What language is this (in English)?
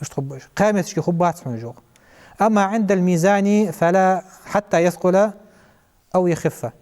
Ingush